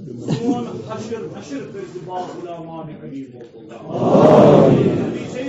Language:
Kashmiri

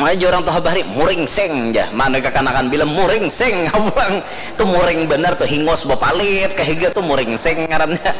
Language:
Banjar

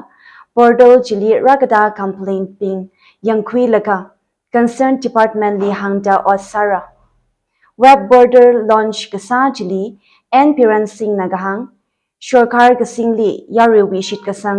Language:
Tangkhul Naga (India)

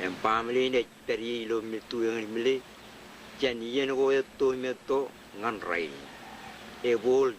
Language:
Marshallese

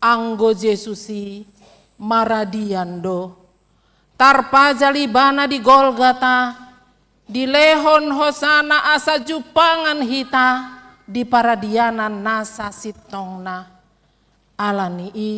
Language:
Batak Toba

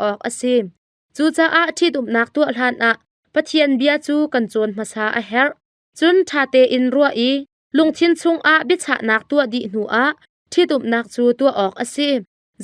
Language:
Hakha Chin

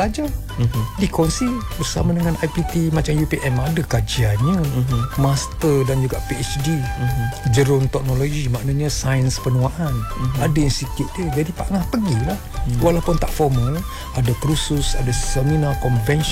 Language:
Malay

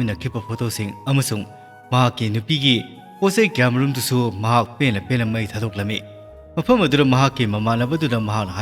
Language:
Manipuri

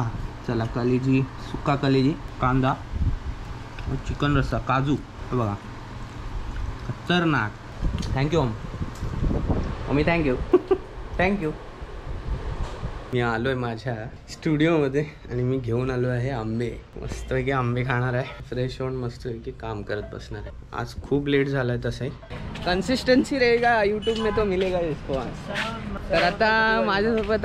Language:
Marathi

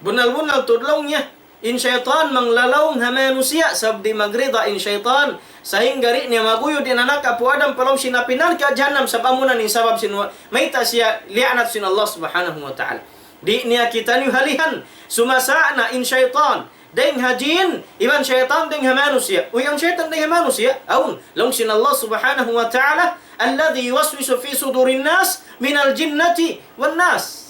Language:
Tausug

